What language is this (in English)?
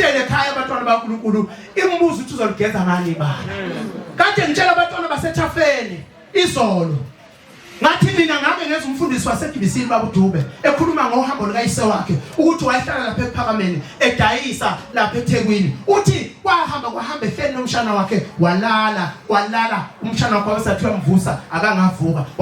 Zulu